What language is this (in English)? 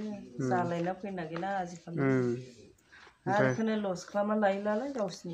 Bodo